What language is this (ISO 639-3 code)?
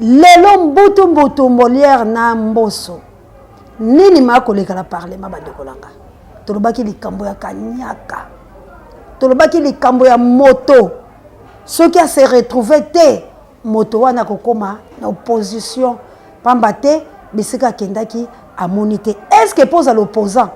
lin